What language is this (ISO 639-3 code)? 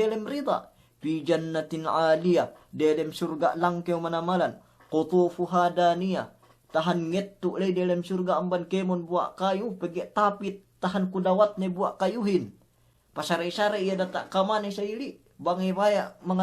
yka